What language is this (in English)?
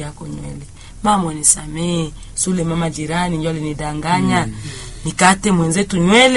Swahili